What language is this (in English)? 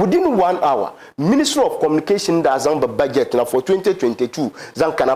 Dagbani